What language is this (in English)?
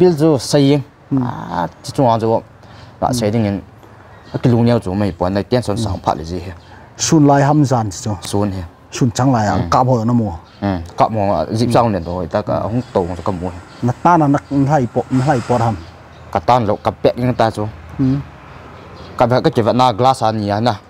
Vietnamese